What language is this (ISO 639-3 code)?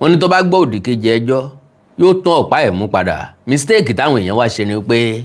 yor